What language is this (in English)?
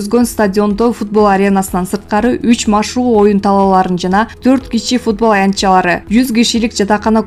Kyrgyz